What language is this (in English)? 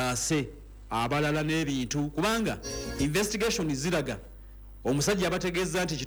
Ganda